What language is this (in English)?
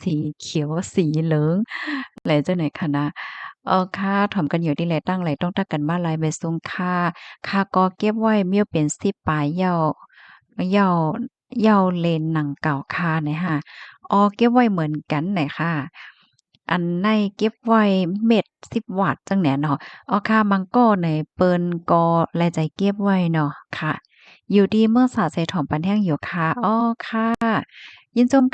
Shan